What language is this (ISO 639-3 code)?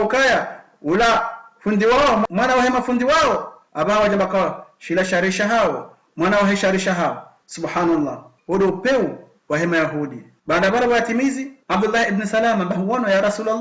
zdj